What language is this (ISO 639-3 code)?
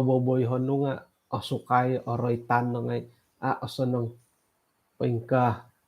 dtp